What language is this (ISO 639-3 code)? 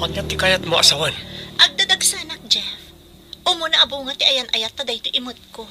ilo